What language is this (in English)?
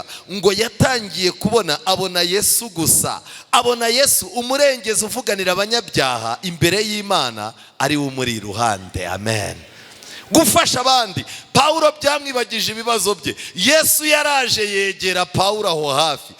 Kinyarwanda